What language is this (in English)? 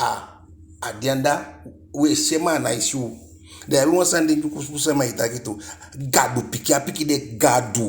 Eastern Maroon Creole